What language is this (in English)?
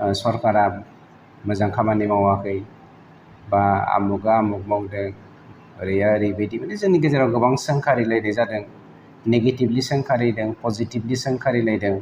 Bodo